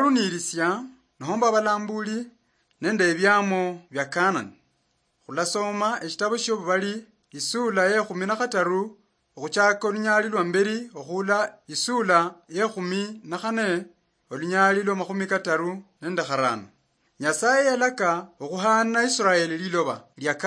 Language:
Luyia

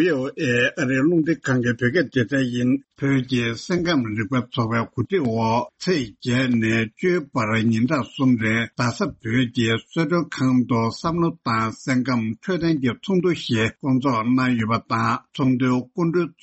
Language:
Tibetan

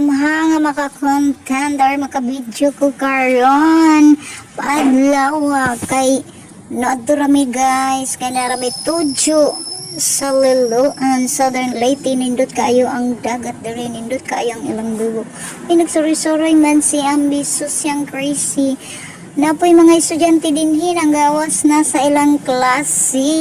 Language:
Cebuano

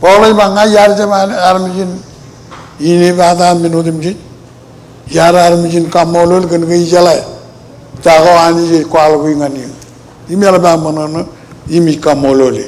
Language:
Marshallese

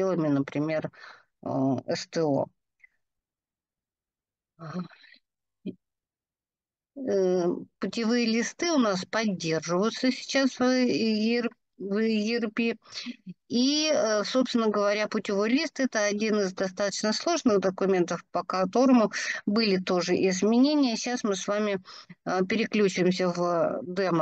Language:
Russian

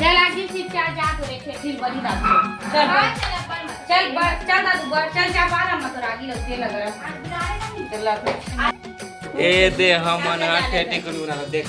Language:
Chhattisgarhi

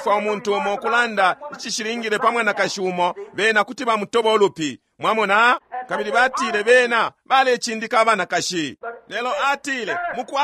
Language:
Bemba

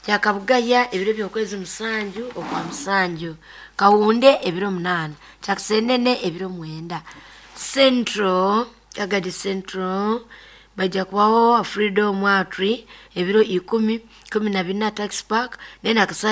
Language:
Nyoro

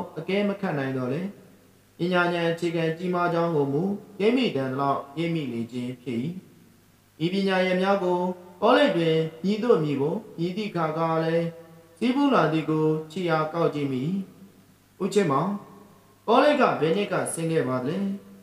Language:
Burmese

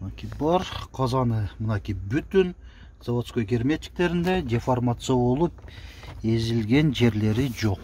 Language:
Kyrgyz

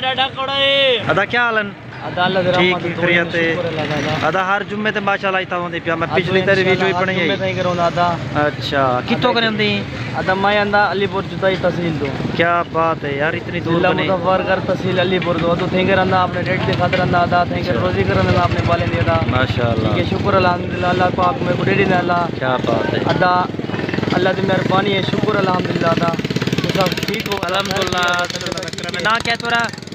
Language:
Saraiki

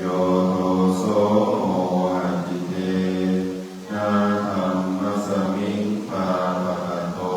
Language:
Pali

